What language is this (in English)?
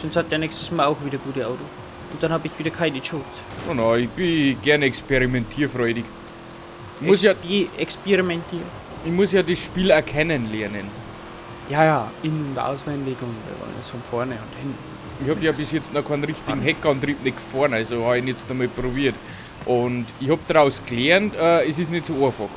Bavarian